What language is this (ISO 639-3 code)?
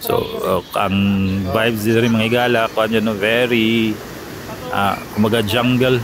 ceb